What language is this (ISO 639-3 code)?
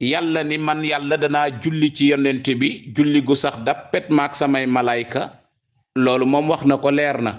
wol